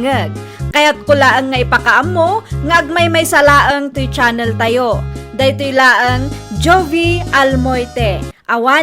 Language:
Iloko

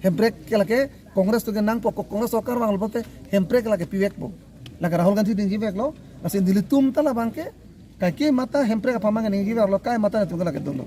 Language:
Karbi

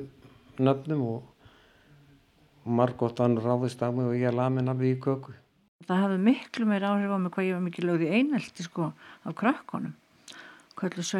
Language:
Icelandic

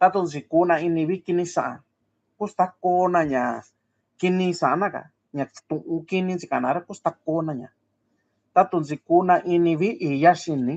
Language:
Mixtepec Mixtec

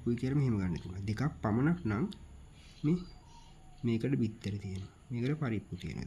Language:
Sinhala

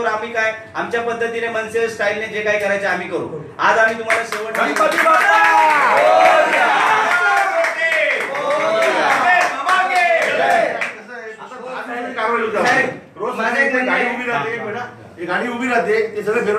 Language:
Marathi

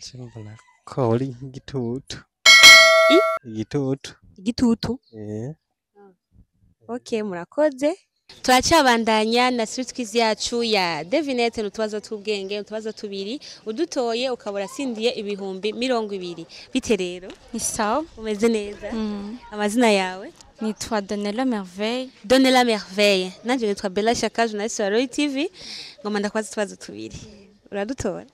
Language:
Rundi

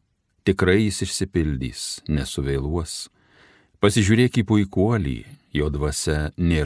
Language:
Lithuanian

